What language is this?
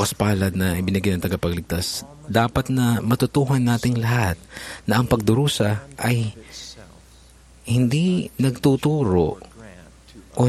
Filipino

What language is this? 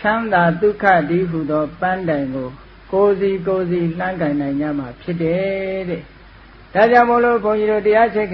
Burmese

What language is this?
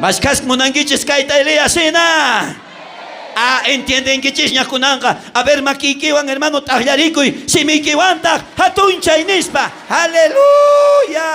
South Bolivian Quechua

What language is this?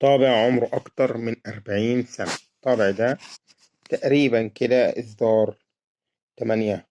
Egyptian Arabic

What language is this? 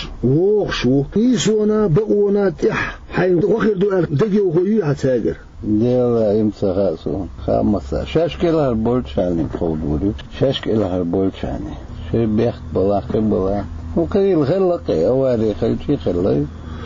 Chechen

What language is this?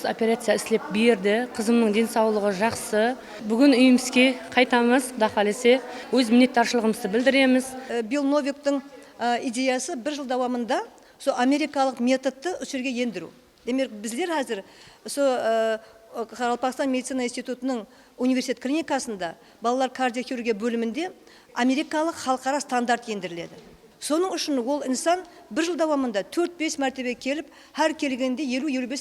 Kara-Kalpak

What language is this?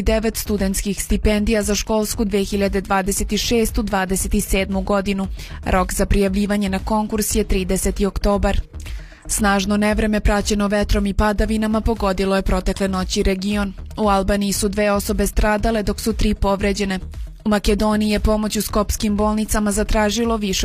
Serbian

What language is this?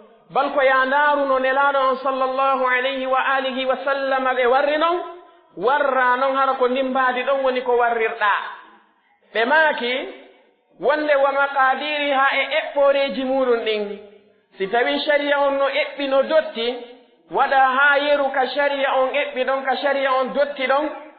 Pular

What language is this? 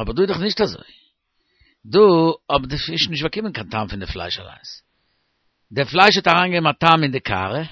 Yiddish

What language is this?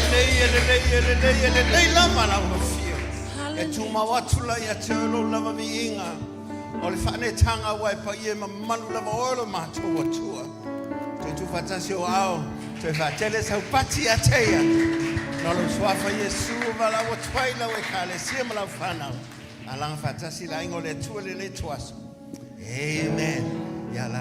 Samoan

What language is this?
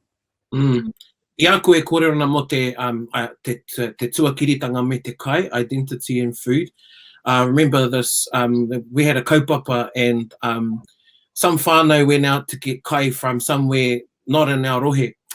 Māori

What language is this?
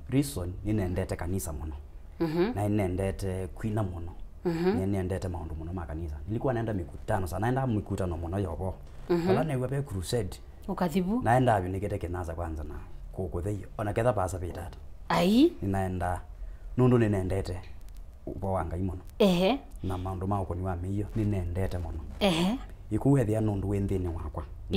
Kamba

